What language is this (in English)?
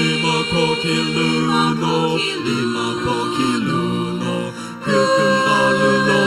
Sumi Naga